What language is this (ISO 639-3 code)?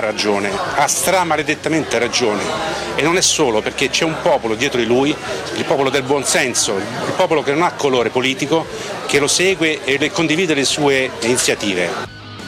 ita